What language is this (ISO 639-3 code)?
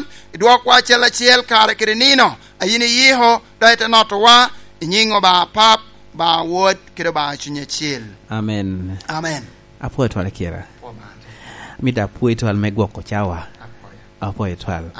laj